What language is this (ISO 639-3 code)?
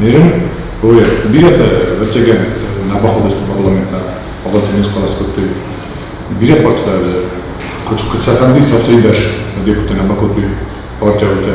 oss